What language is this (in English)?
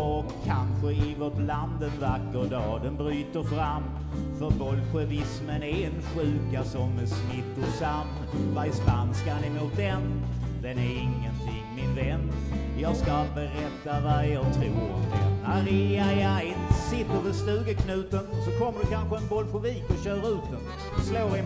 Swedish